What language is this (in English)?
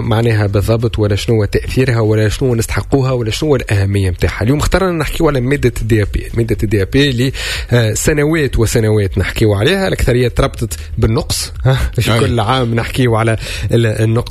Tunisian Arabic